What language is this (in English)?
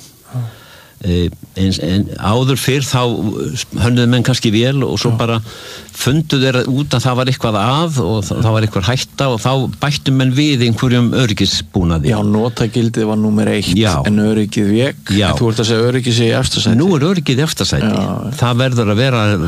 Icelandic